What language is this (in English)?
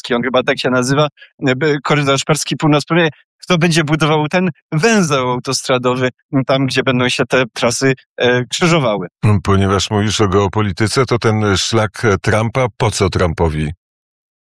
Polish